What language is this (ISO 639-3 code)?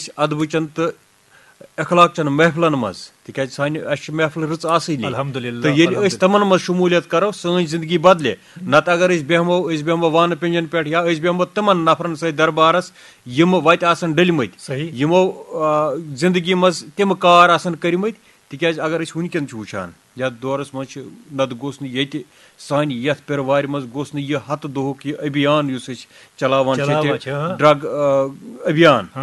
kas